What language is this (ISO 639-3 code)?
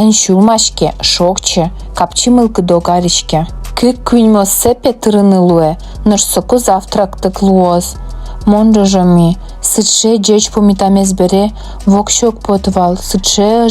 udm